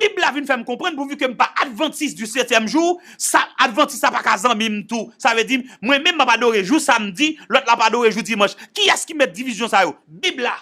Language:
Haitian Creole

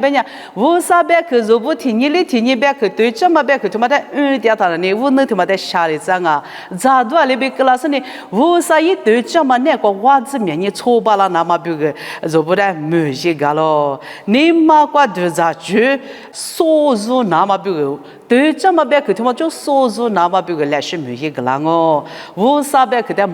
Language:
Lisu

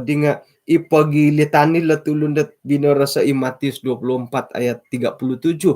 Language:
Central Dusun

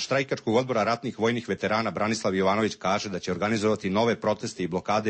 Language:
Serbian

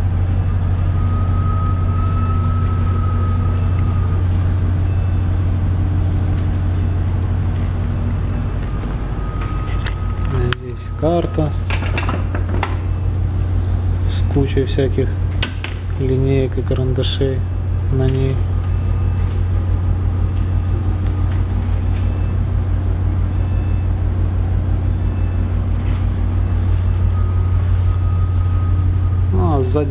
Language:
Russian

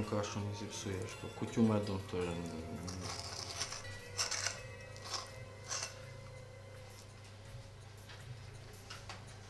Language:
Ukrainian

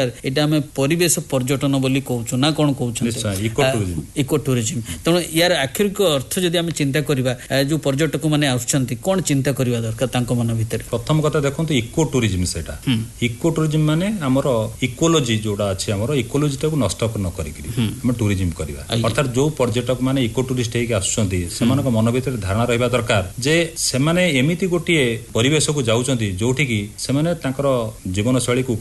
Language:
Odia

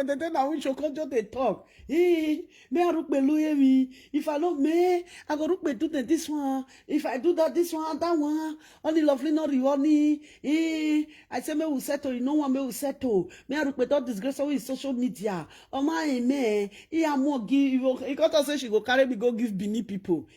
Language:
Nigerian Pidgin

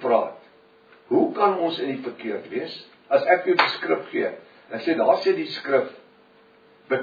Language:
Afrikaans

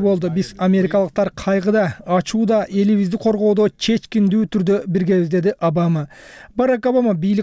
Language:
Kyrgyz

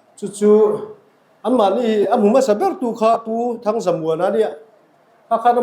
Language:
Mizo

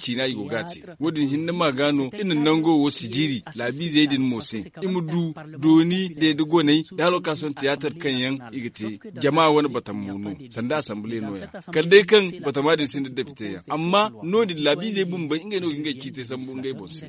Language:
Zarma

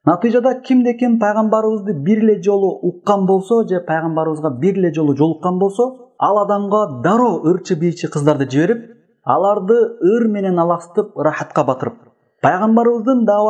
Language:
Kyrgyz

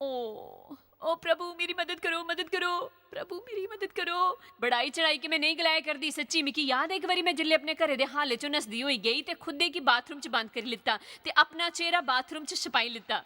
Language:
Dogri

